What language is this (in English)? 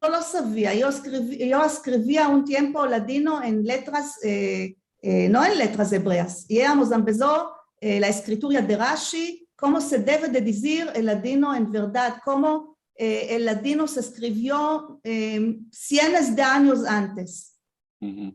Ladino